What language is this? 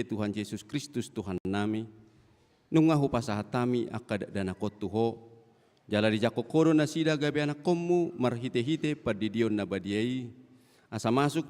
Batak Toba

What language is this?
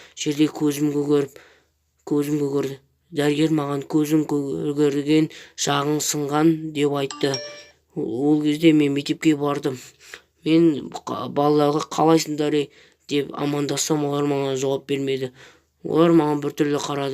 Kazakh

